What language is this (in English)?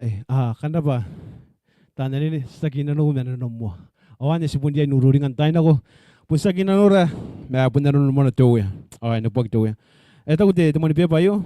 Gilbertese